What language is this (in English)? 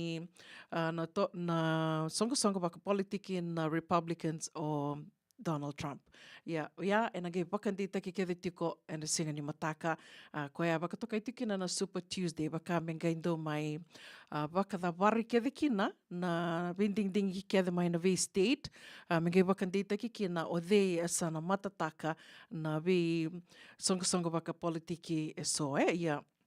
Fijian